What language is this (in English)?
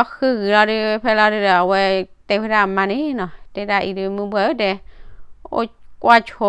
S'gaw Karen